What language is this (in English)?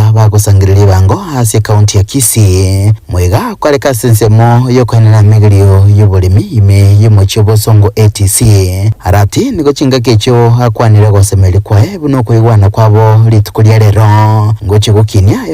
Gusii